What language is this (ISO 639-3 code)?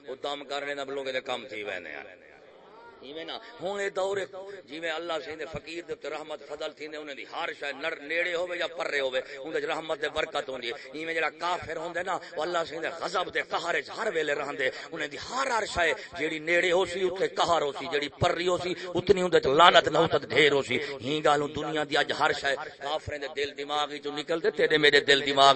skr